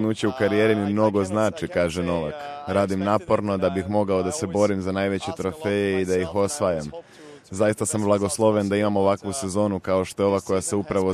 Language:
Serbian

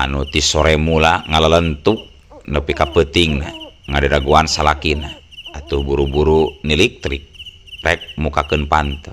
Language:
Sundanese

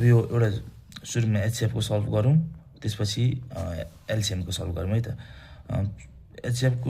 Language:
Nepali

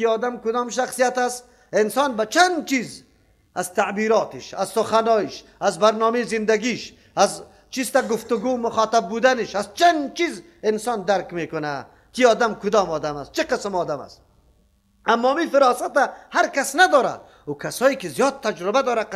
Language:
Persian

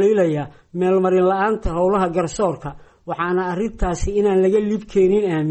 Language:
Somali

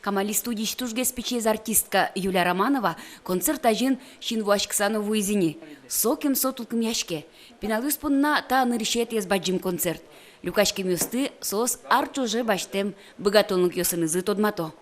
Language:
Udmurt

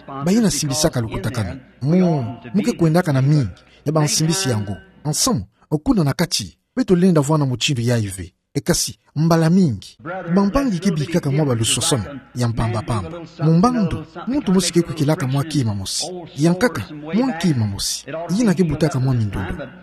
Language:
Kituba (Democratic Republic of Congo)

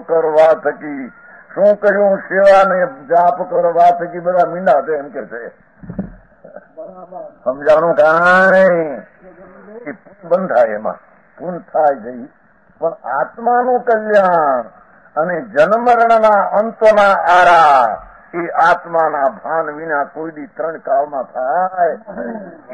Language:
Gujarati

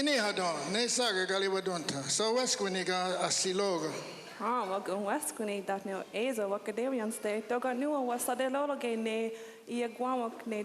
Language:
Mohawk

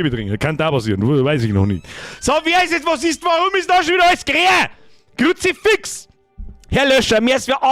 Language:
Bavarian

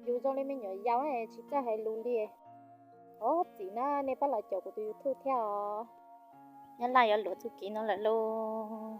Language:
Hmong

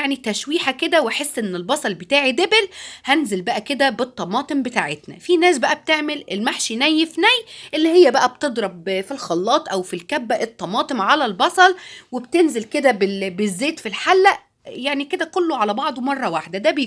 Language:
Egyptian Arabic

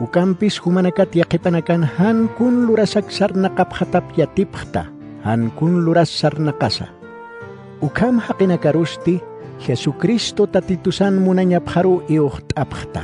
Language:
Aymara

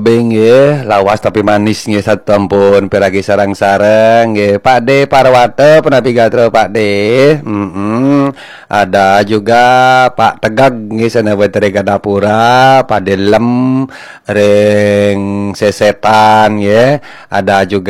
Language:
Balinese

